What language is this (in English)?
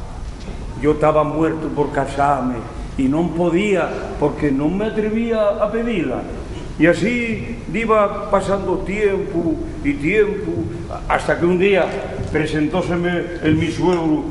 Asturian